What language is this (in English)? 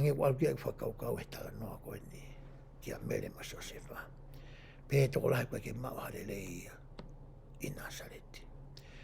Tongan